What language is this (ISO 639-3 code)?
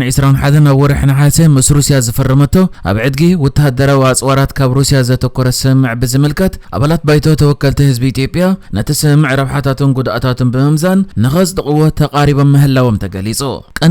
tir